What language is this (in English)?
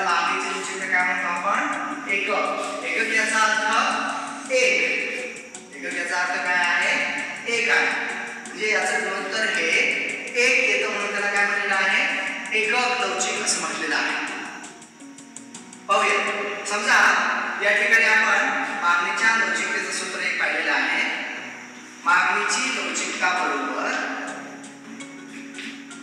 Marathi